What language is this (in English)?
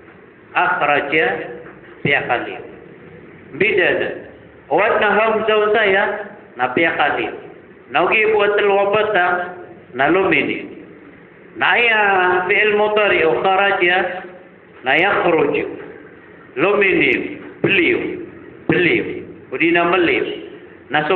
Maranao